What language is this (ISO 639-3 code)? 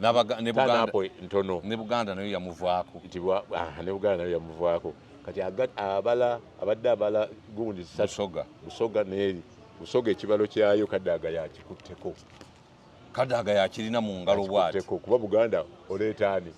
lug